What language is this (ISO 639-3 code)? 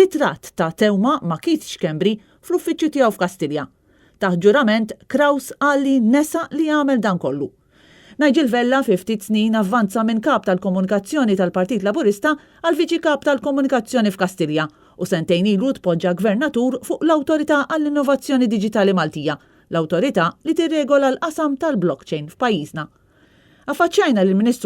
mlt